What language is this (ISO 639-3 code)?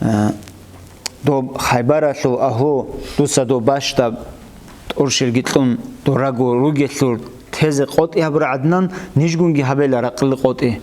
ava